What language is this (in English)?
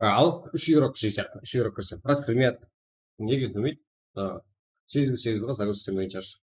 Kara-Kalpak